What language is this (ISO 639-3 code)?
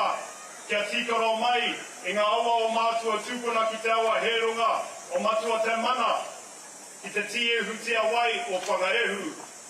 mri